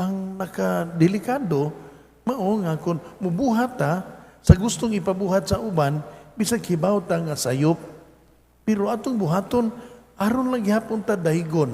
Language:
Cebuano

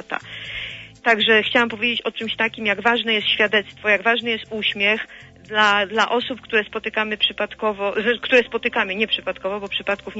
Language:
Polish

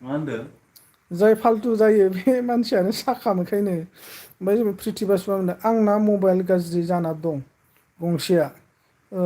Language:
Bodo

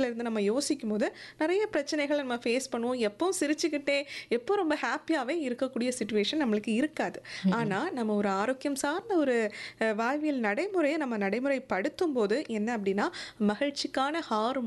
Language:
Tamil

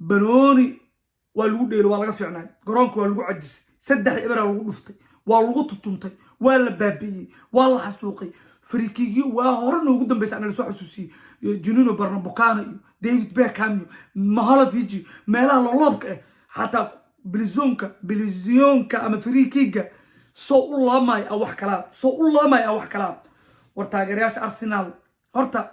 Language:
Somali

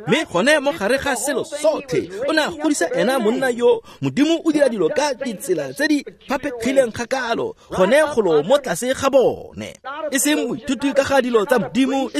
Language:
Tswana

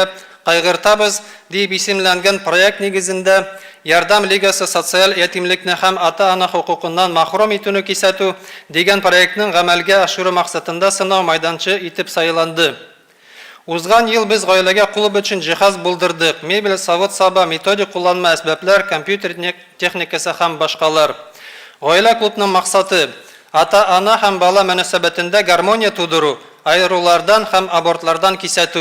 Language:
Tatar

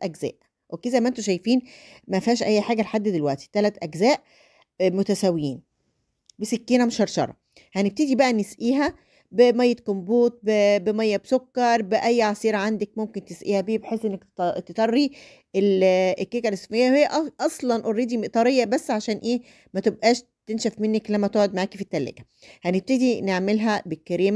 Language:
Egyptian Arabic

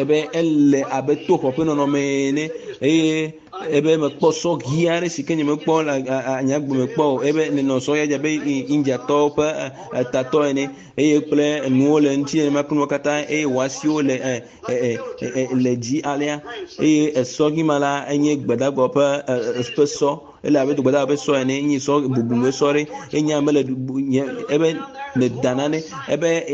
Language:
Ewe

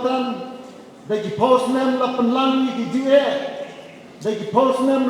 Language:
Khasi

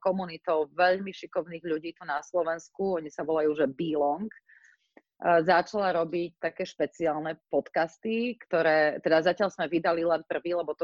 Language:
Slovak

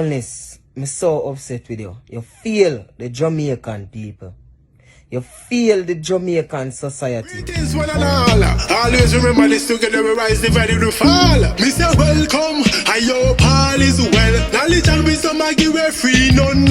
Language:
Jamaican Creole English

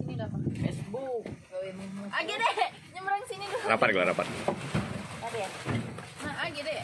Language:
Musi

